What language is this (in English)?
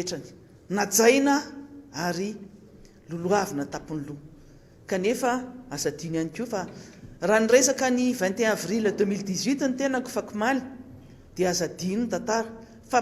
Malagasy